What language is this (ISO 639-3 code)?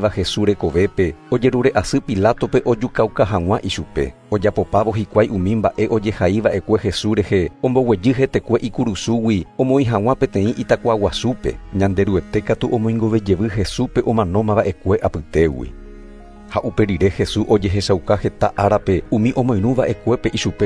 grn